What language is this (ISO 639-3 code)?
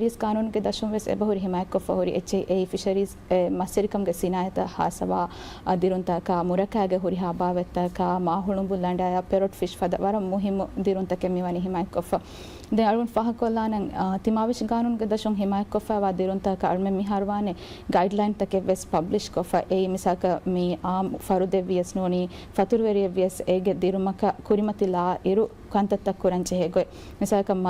div